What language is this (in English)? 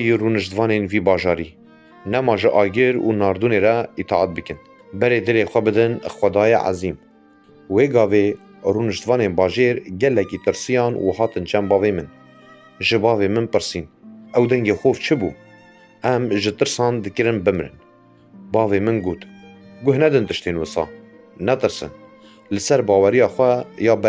Kurdish